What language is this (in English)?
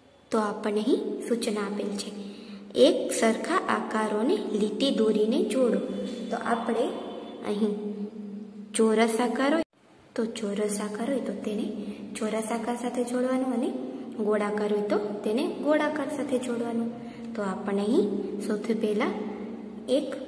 Gujarati